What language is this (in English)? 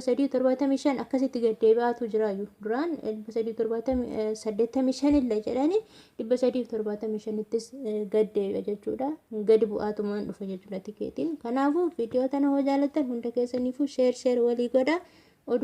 Oromo